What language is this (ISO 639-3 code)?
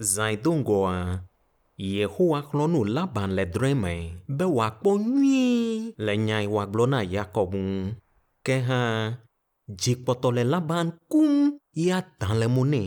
ewe